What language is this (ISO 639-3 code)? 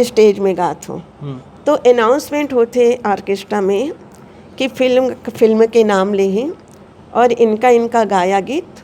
hne